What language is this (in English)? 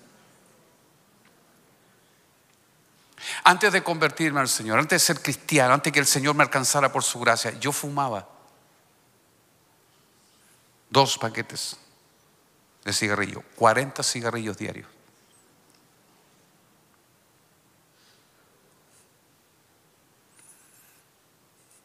Spanish